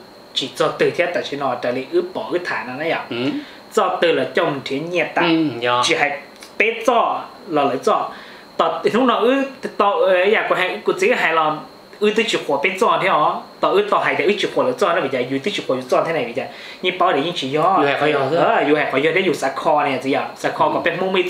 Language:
Vietnamese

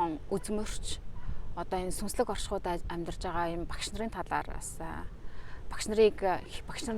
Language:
Mongolian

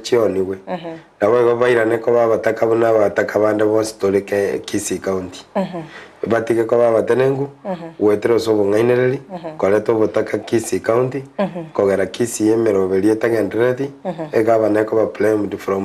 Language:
Gusii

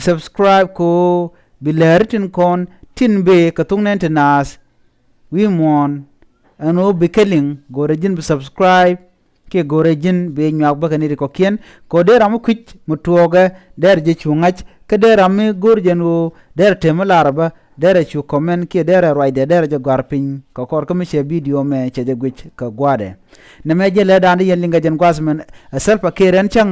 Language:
Nuer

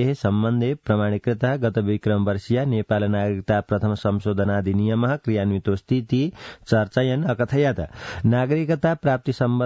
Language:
Sanskrit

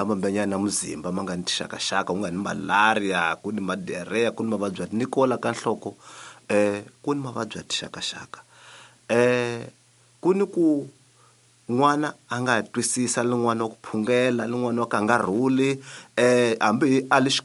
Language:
Tsonga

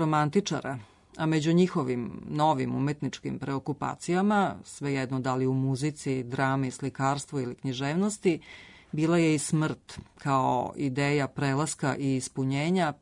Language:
Serbian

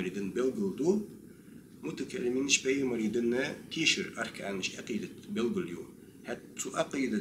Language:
Ingush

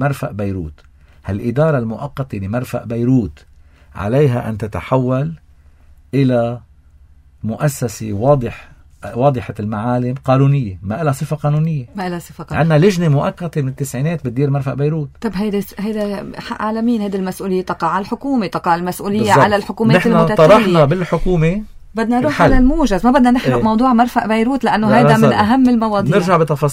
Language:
North Levantine Arabic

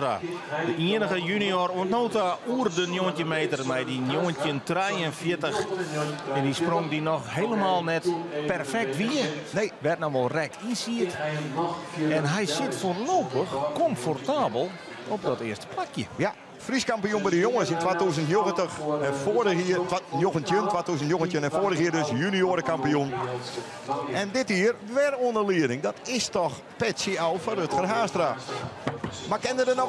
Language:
Western Frisian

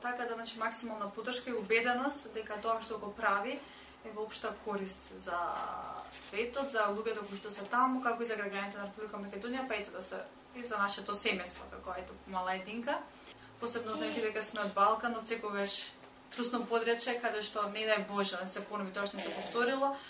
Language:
Macedonian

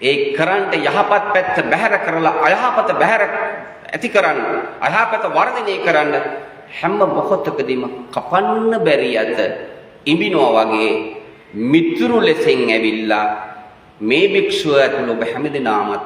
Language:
Sinhala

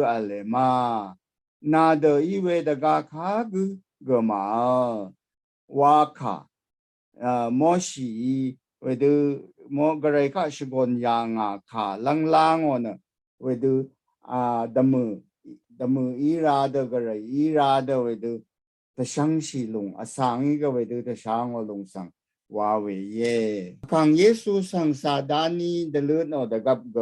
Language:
Rawang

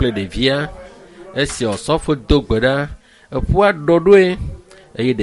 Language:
Ewe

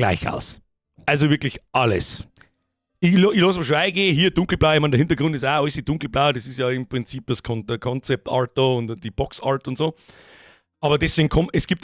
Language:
Bavarian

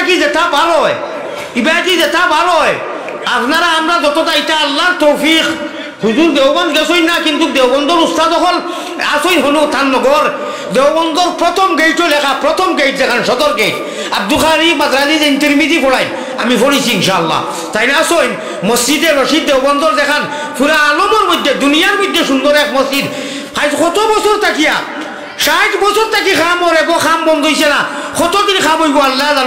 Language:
Sylheti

